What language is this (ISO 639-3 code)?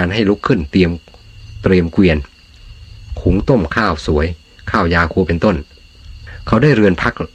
tha